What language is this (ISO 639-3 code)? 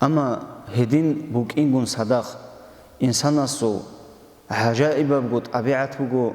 ava